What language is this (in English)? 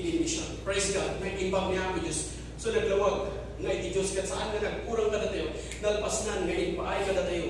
Iloko